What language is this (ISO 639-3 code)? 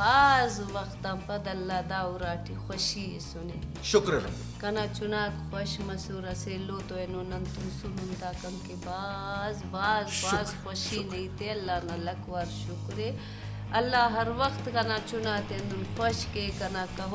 brh